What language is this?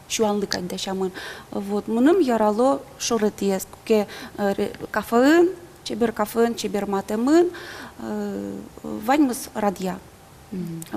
Udmurt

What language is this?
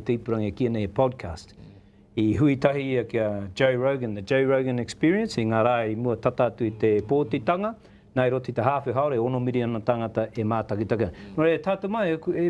Māori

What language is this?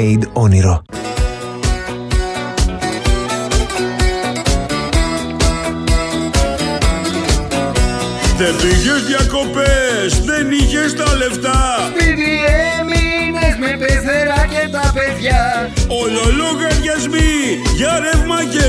Greek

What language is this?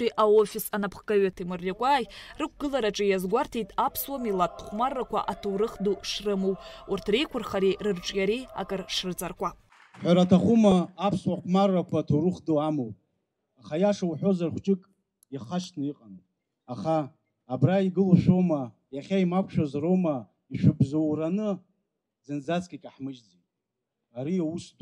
Abkhazian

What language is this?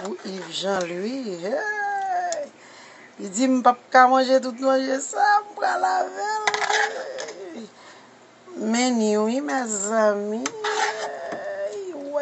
Haitian Creole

